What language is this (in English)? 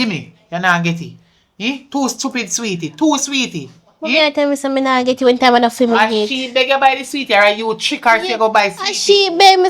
Jamaican Creole English